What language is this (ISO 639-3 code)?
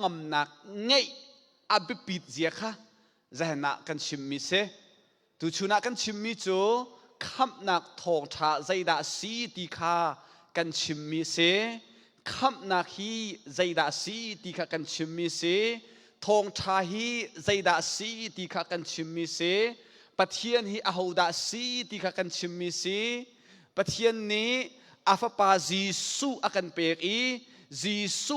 cnh